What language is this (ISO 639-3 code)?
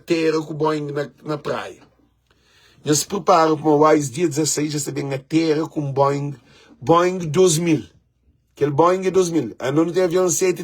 kea